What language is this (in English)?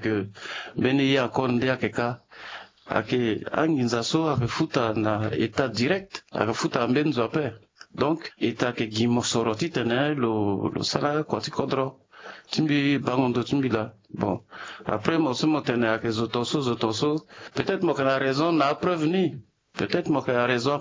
Sango